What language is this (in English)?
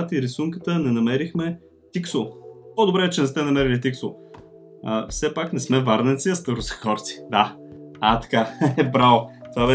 Bulgarian